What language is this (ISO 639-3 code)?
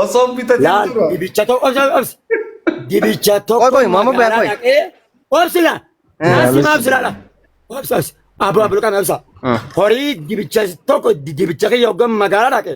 orm